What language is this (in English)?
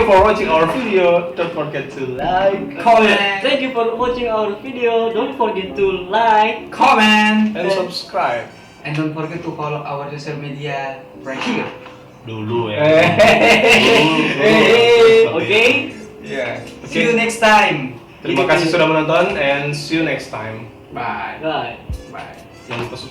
Manado Malay